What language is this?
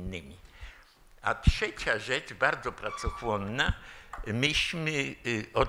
Polish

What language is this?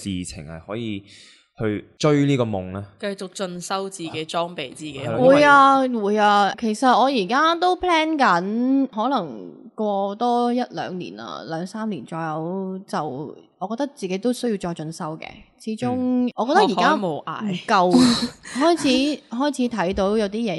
Cantonese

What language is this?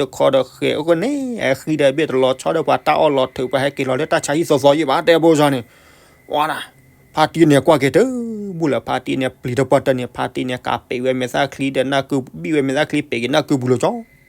S'gaw Karen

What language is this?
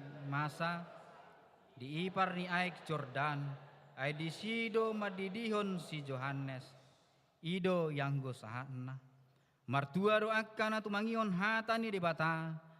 Batak Toba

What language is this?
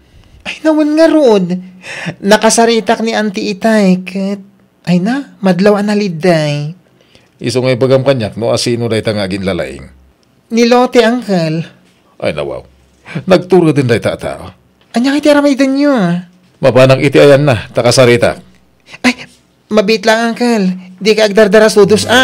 Iloko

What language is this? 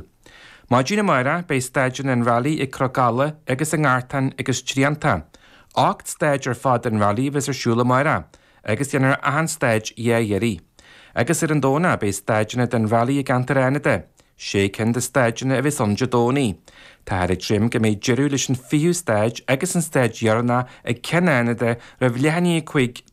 Irish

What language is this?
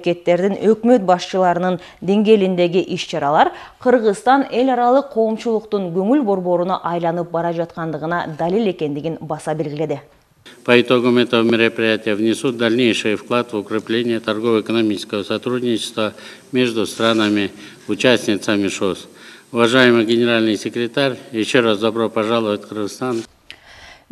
Kyrgyz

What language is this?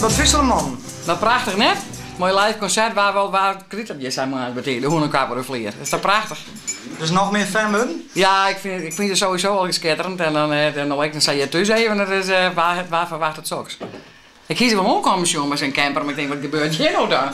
Western Frisian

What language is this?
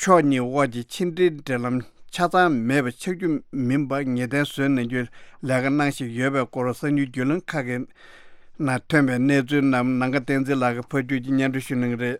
Tibetan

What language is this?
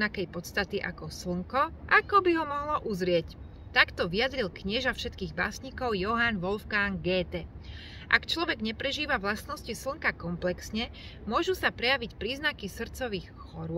Slovak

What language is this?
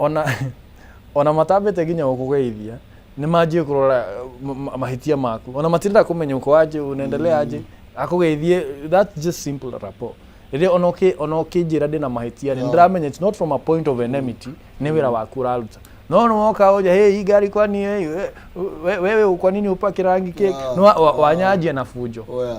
Kikuyu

